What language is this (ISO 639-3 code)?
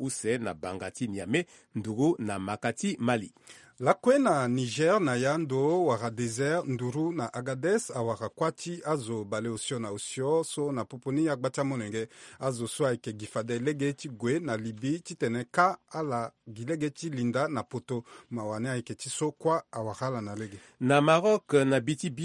sag